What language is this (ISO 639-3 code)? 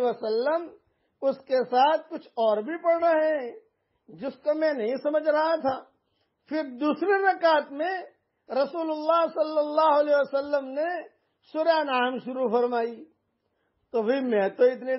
urd